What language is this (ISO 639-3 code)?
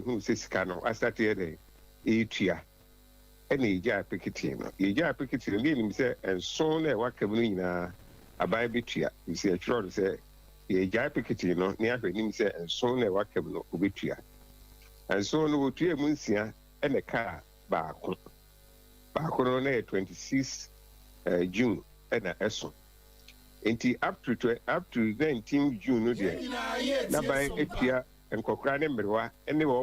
aka